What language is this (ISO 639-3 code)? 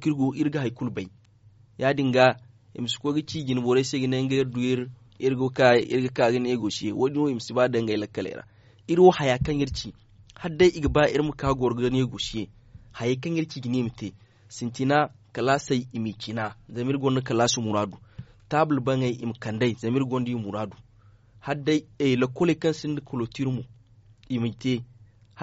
dje